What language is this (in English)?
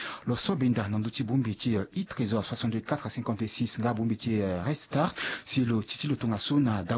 Sango